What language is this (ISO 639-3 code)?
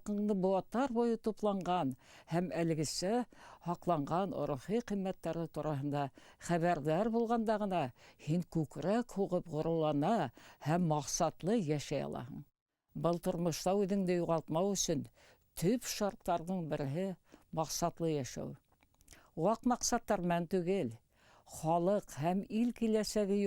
bak